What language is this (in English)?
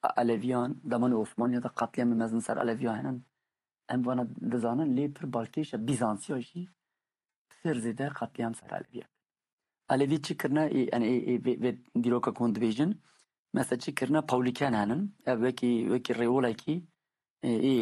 Kurdish